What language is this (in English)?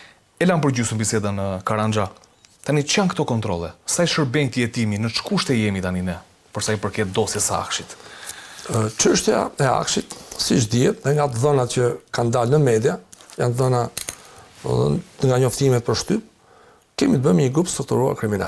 Albanian